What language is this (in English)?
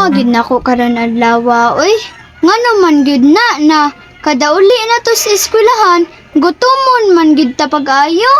Cebuano